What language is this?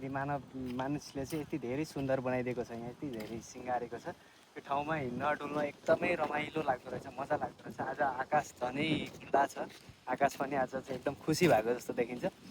Nepali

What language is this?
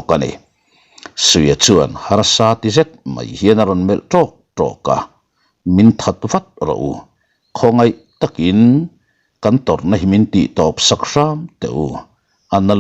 Mizo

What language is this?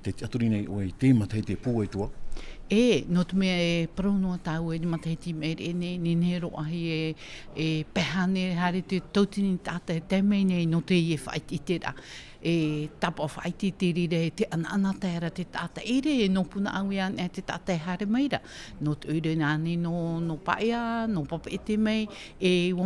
Tahitian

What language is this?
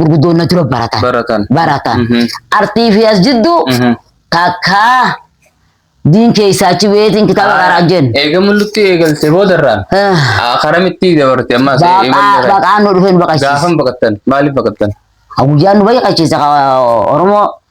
Oromo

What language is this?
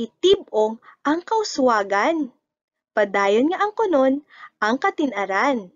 Hiligaynon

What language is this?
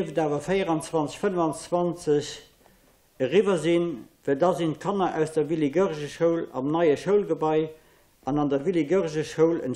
Luxembourgish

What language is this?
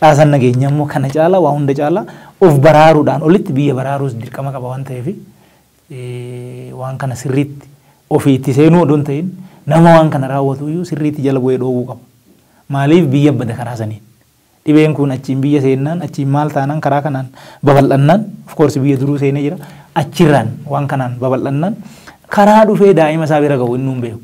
Oromo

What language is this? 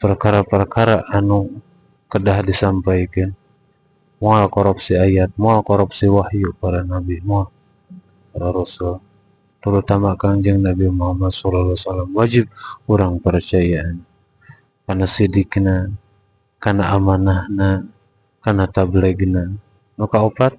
Sundanese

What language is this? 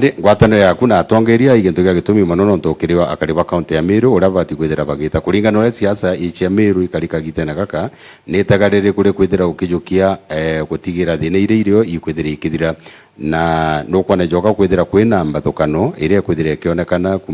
Meru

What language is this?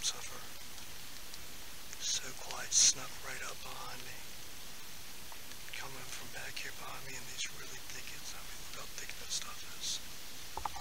English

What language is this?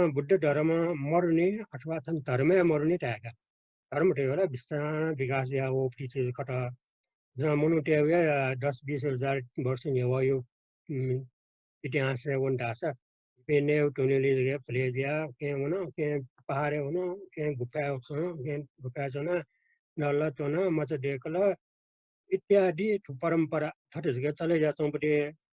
Newari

